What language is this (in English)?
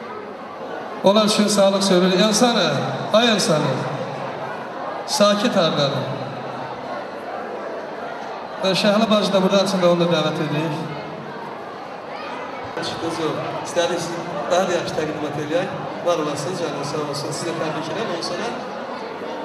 Azerbaijani